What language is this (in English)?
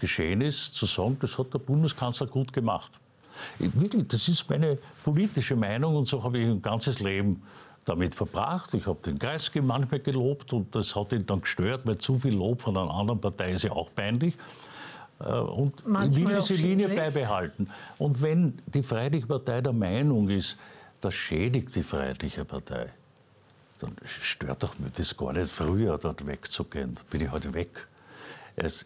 German